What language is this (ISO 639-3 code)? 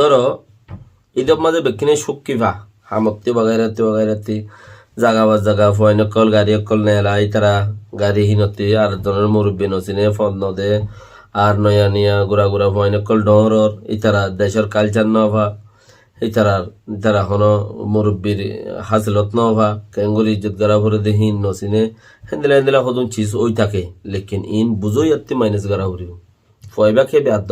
rhg